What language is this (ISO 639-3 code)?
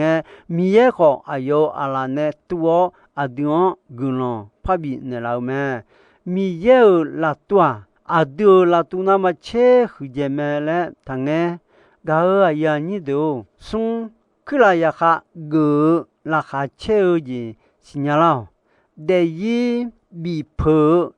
ahk